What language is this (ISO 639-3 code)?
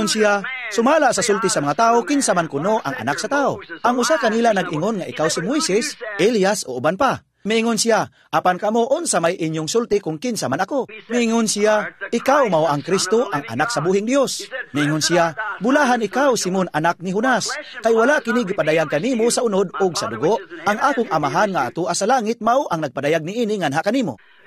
ceb